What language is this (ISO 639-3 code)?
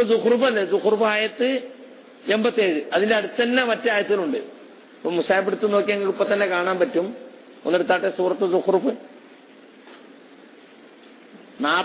mal